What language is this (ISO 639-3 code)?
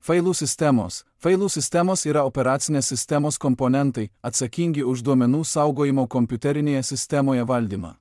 lit